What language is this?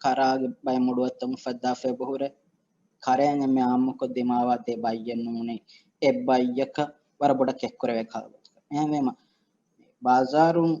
Divehi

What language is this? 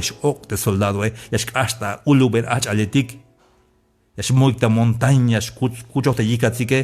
Tzeltal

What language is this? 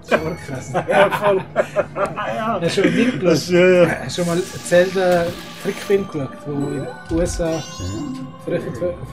Swiss German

